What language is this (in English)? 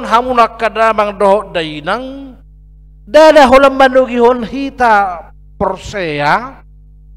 Batak Toba